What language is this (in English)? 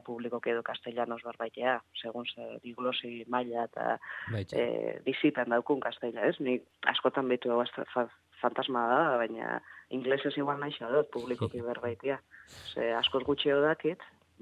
Basque